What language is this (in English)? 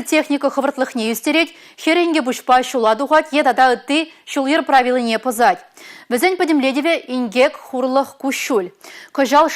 Chuvash